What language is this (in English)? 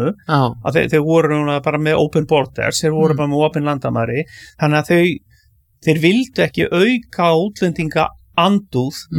Icelandic